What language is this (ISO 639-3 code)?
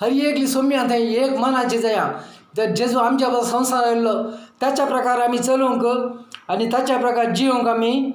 kok